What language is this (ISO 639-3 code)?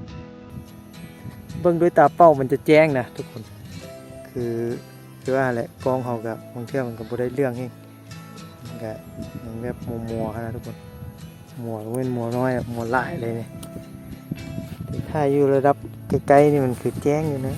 lao